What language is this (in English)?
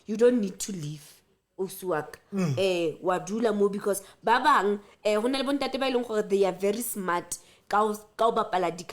Southern Sotho